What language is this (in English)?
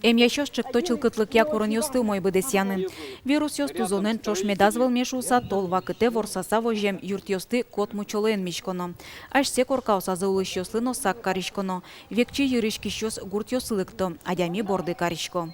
Udmurt